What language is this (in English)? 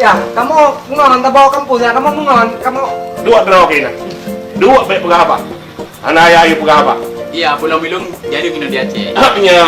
Achinese